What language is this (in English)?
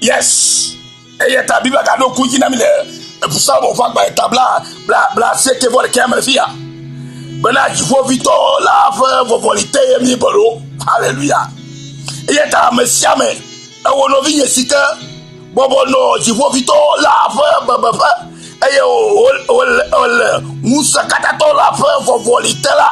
Ewe